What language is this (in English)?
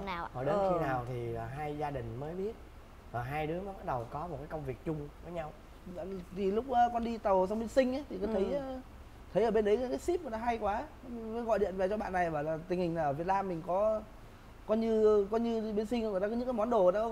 Vietnamese